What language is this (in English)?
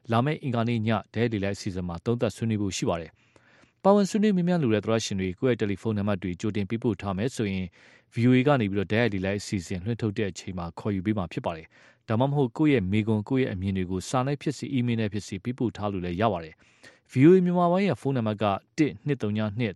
Burmese